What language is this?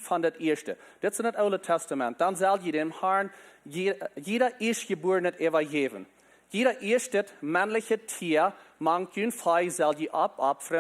Plautdietsch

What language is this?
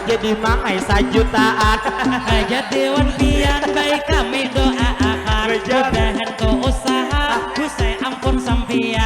Banjar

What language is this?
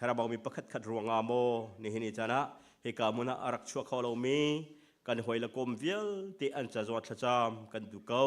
Hakha Chin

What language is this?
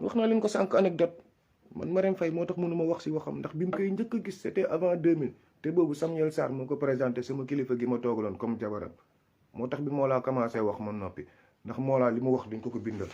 Wolof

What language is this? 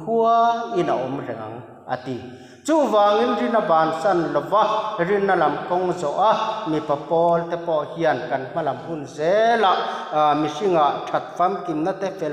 Mizo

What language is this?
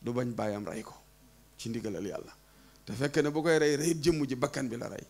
Wolof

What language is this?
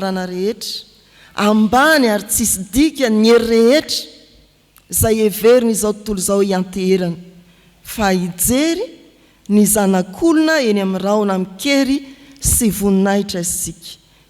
Malagasy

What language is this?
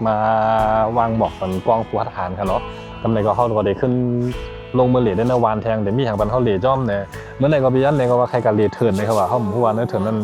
Shan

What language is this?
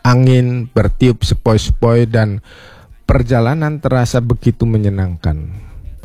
Indonesian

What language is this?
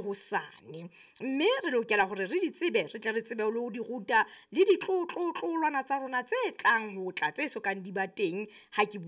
Southern Sotho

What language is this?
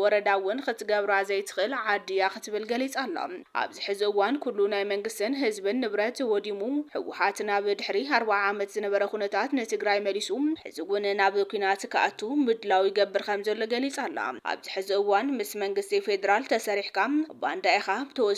Tigrinya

